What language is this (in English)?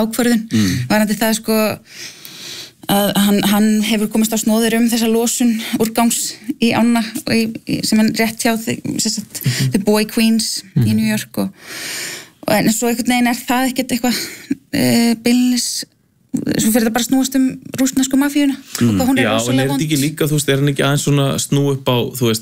Icelandic